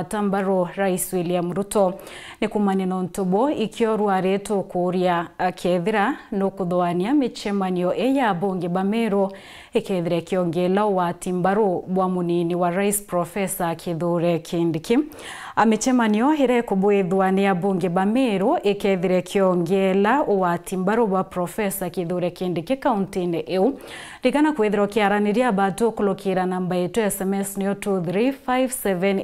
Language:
Meru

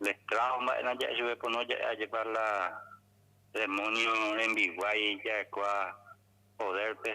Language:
Guarani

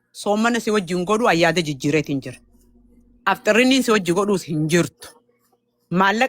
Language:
Oromo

